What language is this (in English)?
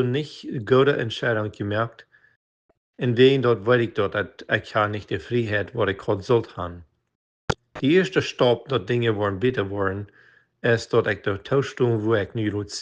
Plautdietsch